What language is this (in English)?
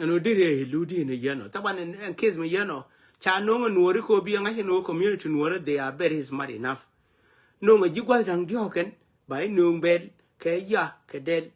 Nuer